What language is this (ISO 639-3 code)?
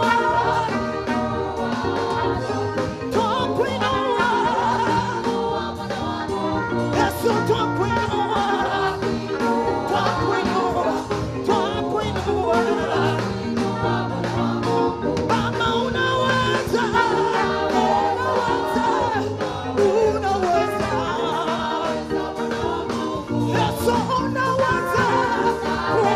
swa